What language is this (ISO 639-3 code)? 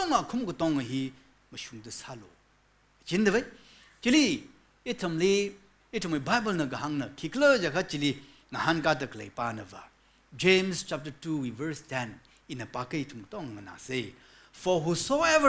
nmf